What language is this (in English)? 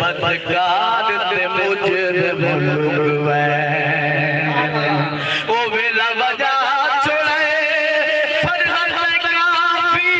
Saraiki